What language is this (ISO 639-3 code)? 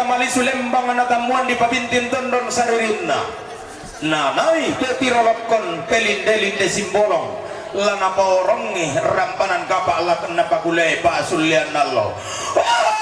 sda